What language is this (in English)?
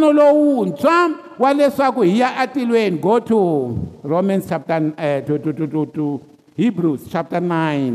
Tsonga